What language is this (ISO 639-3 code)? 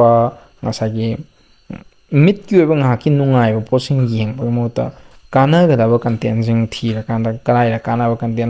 mni